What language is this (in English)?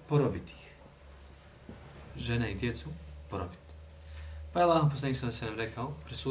Bosnian